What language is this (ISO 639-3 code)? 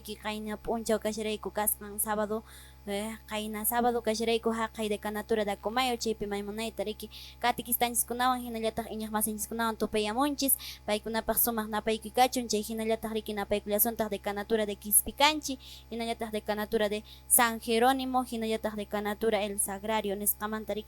que